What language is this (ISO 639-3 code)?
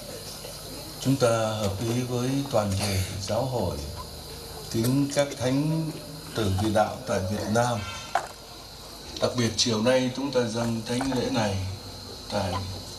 vie